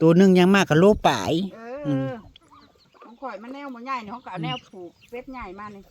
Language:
Northeastern Thai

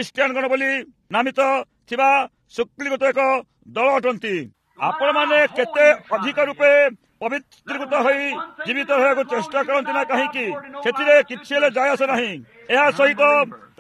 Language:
Odia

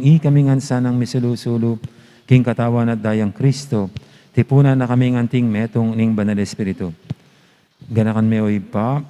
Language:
Pampanga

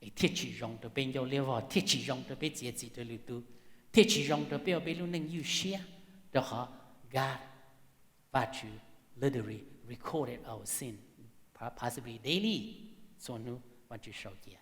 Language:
Hmong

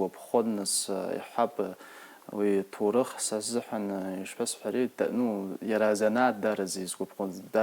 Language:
Abkhazian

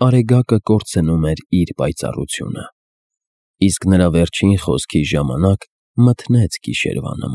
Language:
Armenian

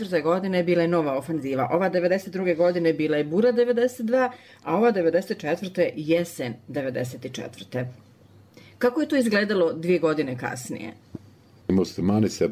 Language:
Bosnian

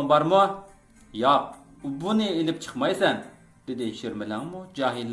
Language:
Uyghur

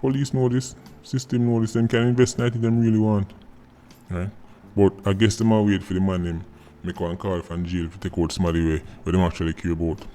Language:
Jamaican Creole English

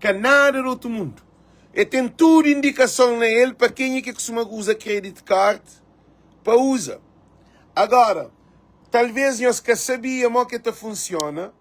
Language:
Kabuverdianu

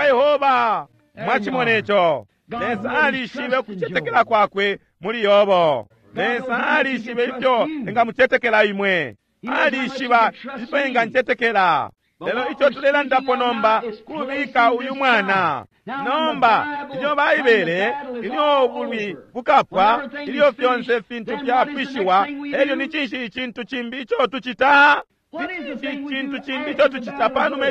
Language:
Bemba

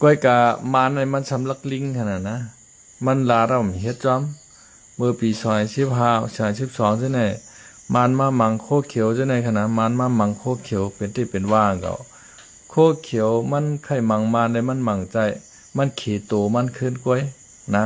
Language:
Shan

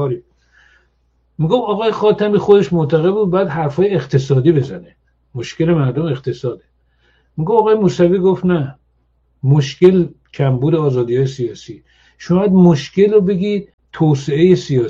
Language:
Persian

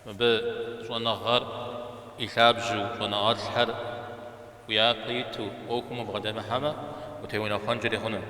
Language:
Kabardian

